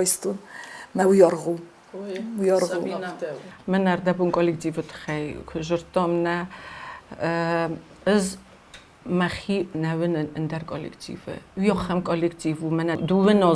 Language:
Ossetic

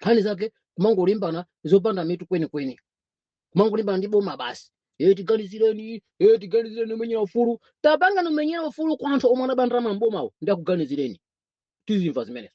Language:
Nyanja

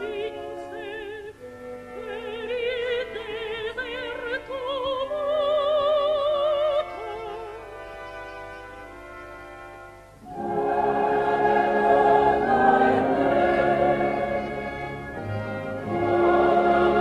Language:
Italian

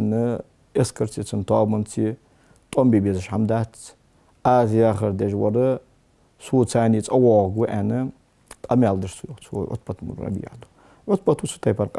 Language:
Ingush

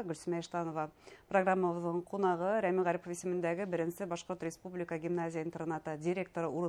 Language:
Bashkir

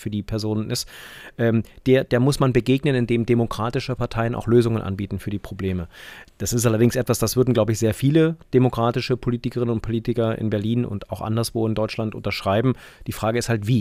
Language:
German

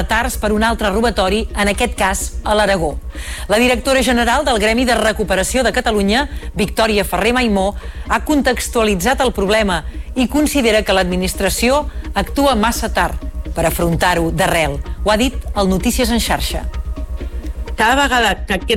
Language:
Catalan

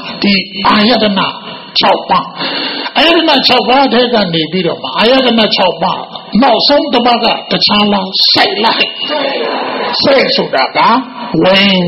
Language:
Burmese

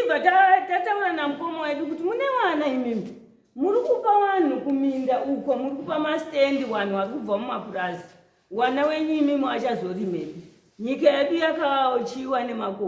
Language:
Shona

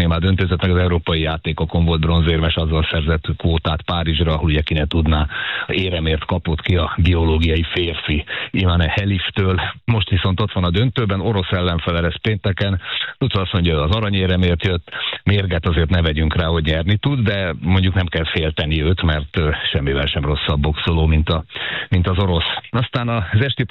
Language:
Hungarian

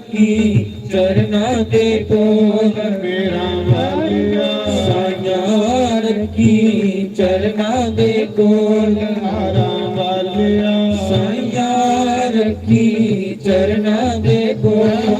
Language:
Dogri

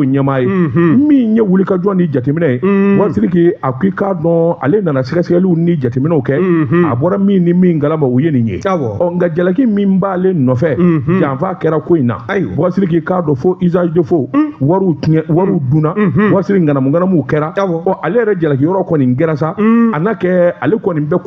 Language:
Bambara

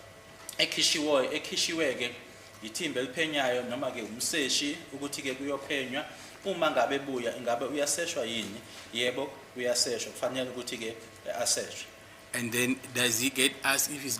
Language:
Zulu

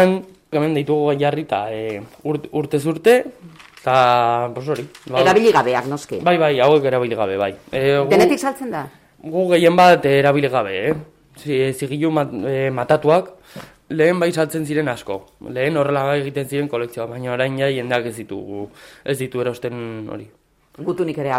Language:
Basque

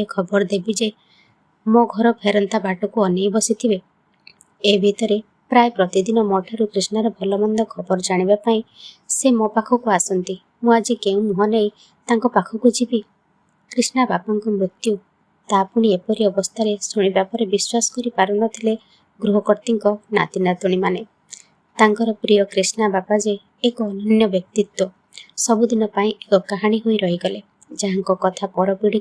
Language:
Odia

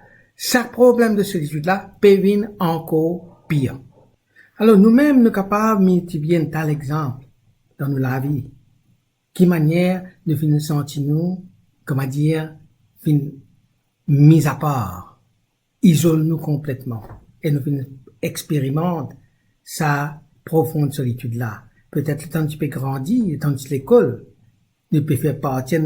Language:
Morisyen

